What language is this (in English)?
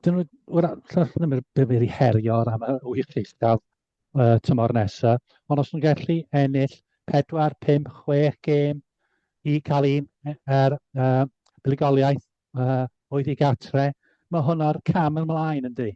Welsh